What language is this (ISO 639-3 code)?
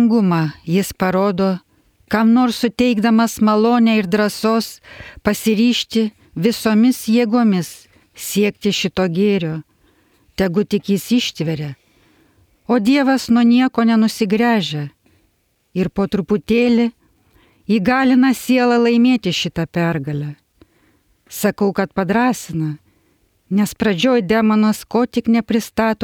lit